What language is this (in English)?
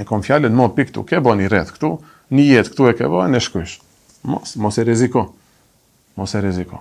Albanian